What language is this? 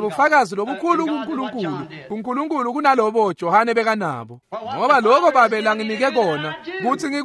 Swati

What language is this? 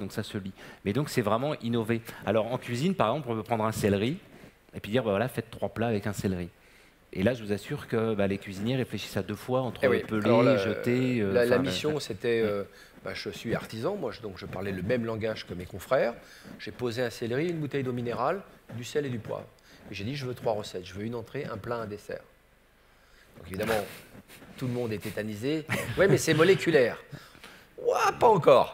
French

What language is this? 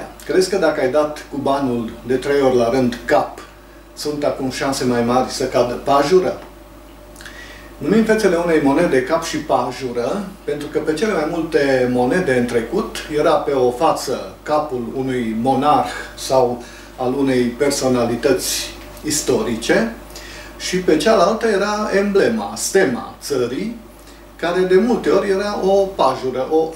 Romanian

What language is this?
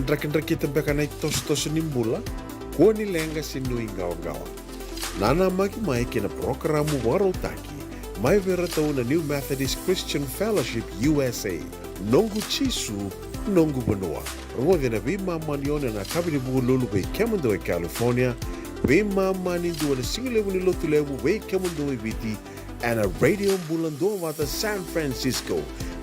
Fijian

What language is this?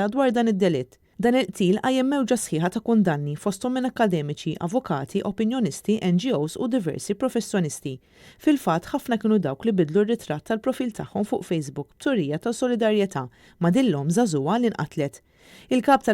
Maltese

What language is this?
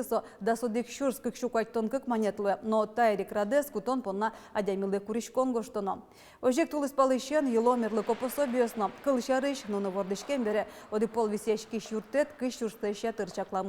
Udmurt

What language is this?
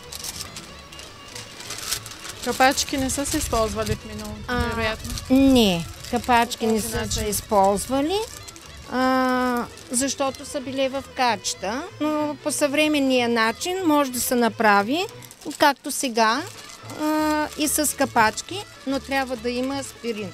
Bulgarian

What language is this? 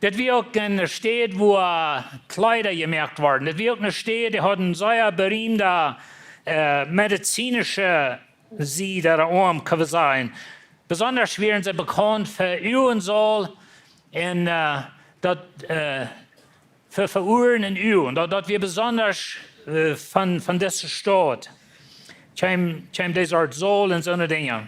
Plautdietsch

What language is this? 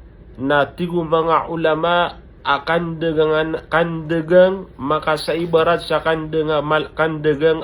Maranao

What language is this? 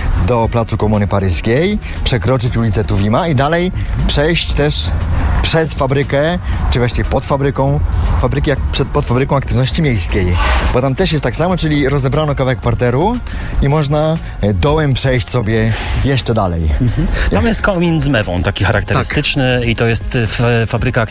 Polish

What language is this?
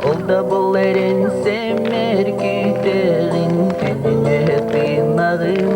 Yakut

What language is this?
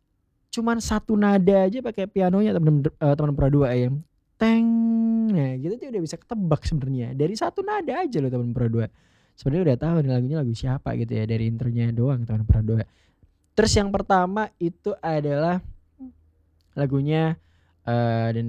Indonesian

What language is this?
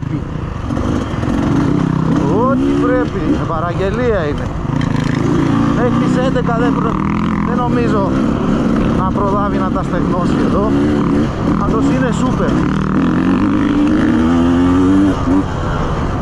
Greek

